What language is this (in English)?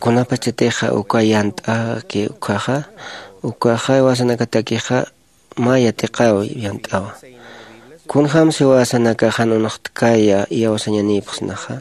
Aymara